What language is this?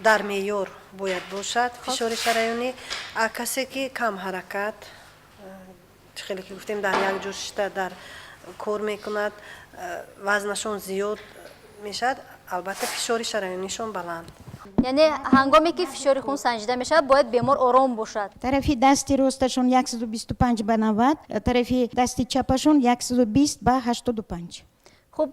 Tajik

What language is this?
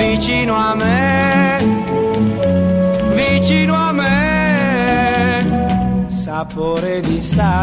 Italian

